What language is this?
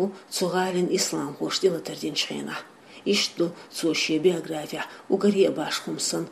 Chechen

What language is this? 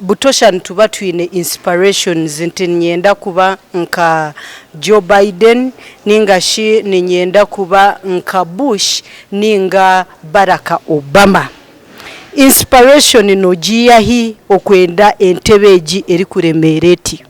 Nyankole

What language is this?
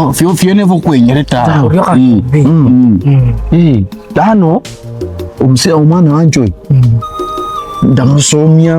Luyia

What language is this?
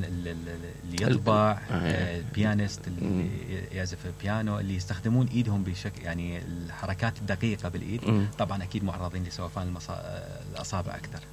Mesopotamian Arabic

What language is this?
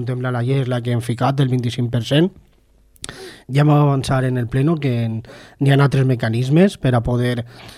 Catalan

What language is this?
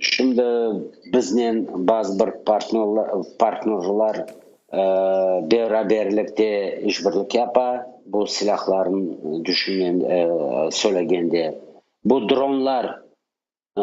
Crimean Tatar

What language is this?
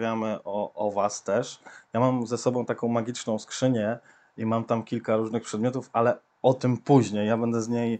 Polish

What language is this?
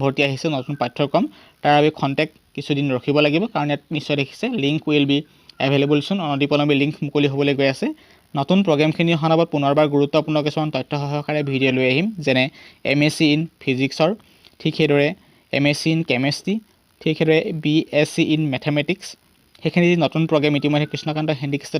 Assamese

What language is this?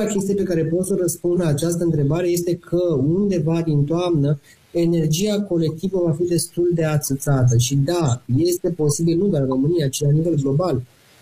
Romanian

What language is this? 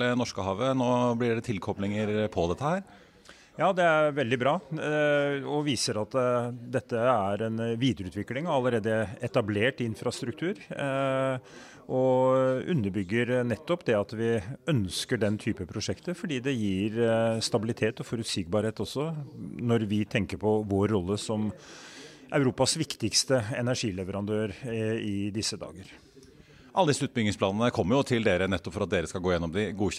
Norwegian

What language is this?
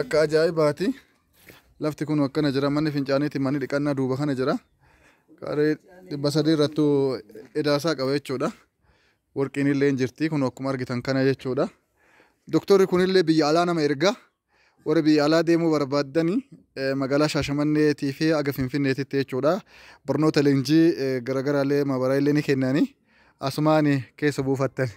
Oromo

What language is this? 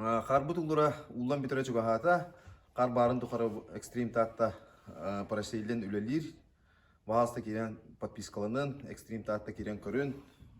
Yakut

